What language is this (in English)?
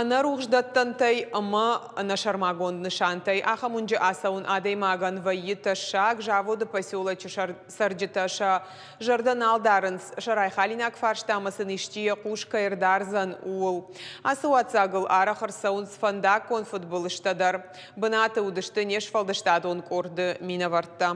Ossetic